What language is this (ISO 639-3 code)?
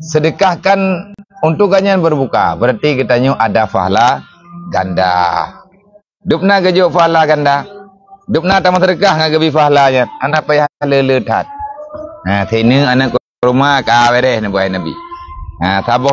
ace